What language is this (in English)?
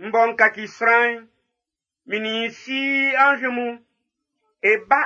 Baoulé